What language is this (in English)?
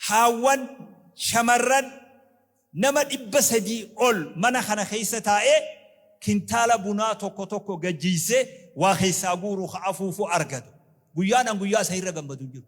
Oromo